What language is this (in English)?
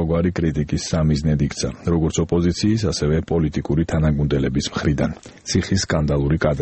Georgian